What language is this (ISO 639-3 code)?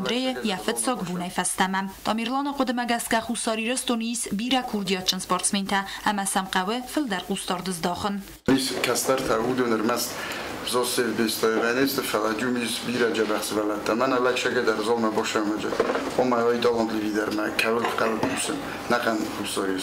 oss